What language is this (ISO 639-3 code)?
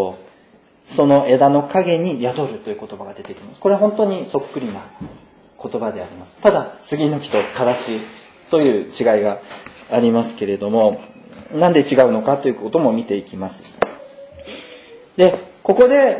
jpn